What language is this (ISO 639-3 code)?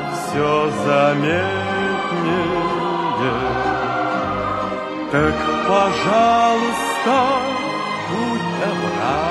ces